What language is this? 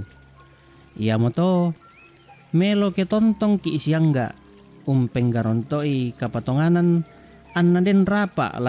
Toraja-Sa'dan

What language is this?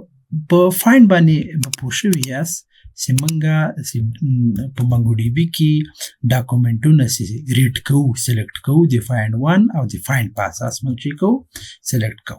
Pashto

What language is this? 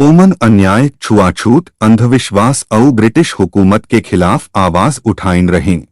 Chhattisgarhi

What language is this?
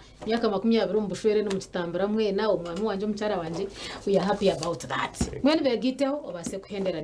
Nyankole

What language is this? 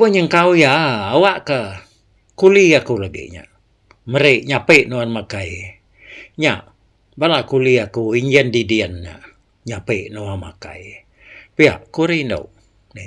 Iban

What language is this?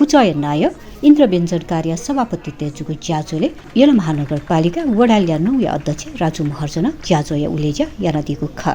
Newari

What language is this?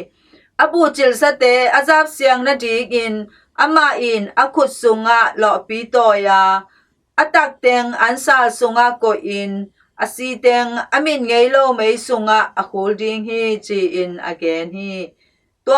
Tedim Chin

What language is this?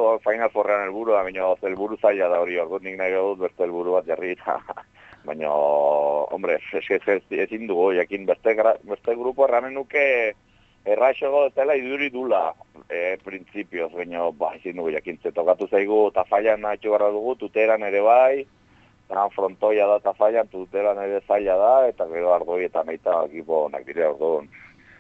Basque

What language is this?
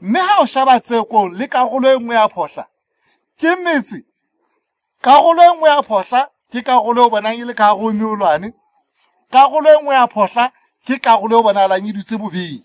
Southern Sotho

